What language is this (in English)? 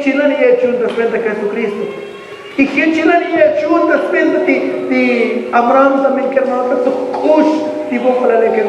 Tzotzil